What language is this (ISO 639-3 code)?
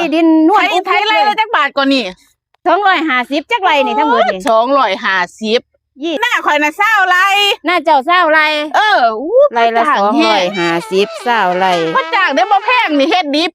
lao